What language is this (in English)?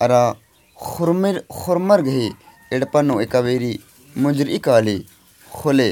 Kurukh